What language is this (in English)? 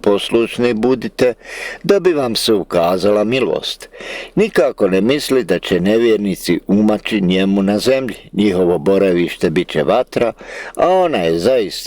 Bosnian